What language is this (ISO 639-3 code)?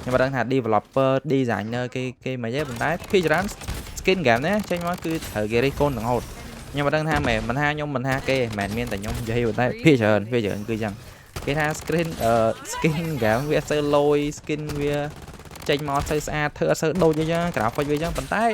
khm